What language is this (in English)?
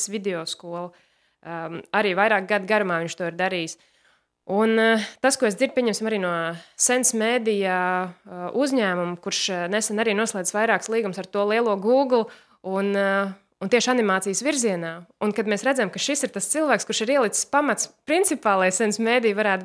Latvian